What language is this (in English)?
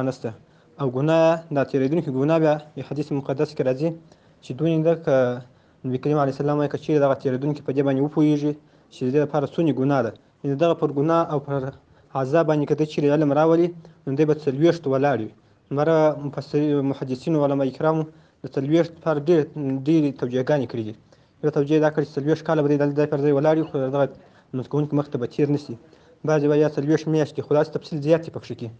Pashto